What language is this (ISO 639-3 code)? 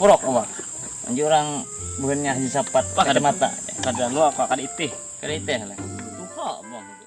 bjn